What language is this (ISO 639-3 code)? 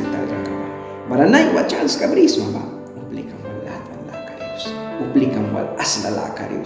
miq